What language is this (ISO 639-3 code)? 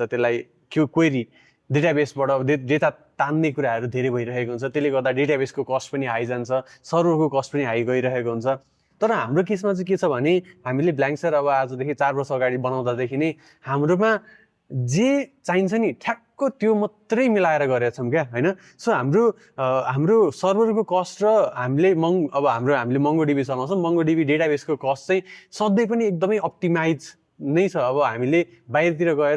nep